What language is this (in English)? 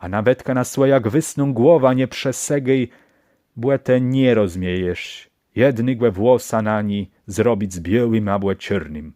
Kashubian